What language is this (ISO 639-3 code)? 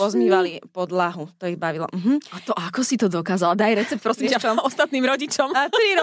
slk